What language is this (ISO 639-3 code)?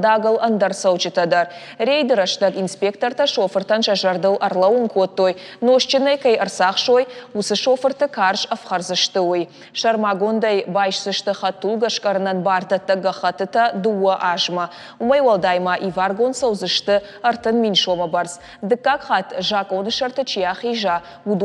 oss